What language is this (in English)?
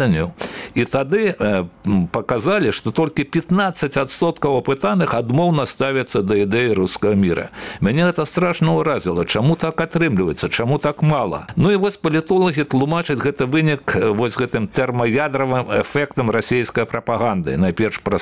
Belarusian